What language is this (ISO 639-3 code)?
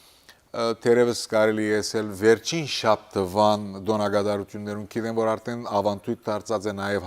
hyw